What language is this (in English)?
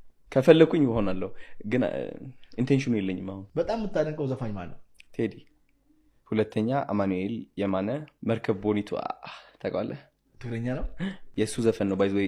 Amharic